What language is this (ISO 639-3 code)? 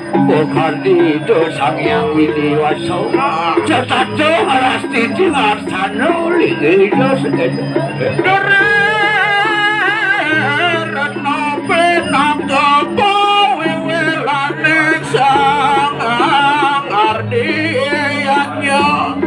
ban